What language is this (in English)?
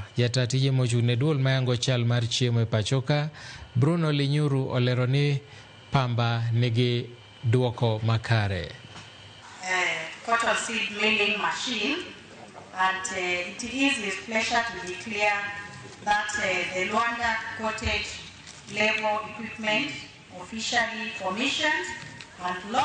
Luo (Kenya and Tanzania)